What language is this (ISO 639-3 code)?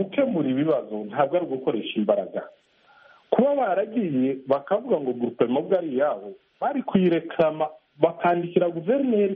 kin